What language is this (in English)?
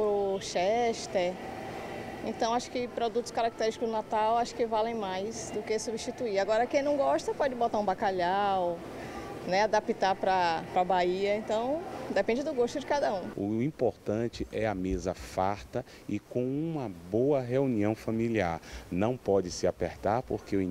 Portuguese